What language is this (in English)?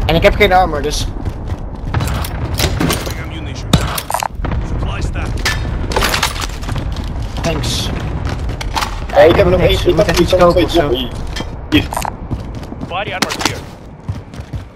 Dutch